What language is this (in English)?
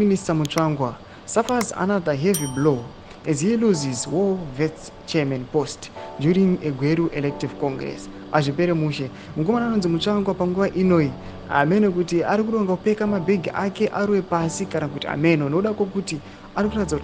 Shona